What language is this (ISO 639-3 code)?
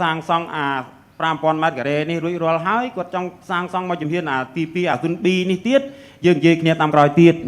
khm